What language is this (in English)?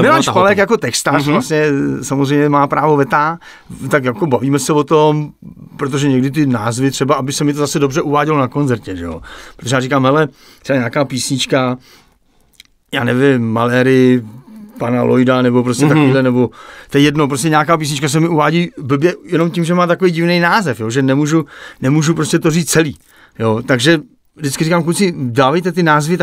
Czech